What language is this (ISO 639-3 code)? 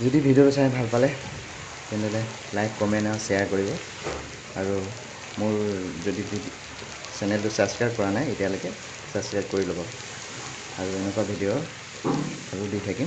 asm